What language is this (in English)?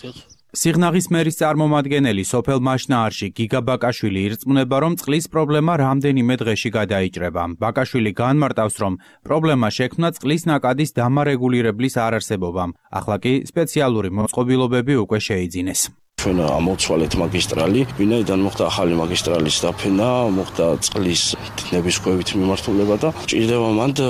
Georgian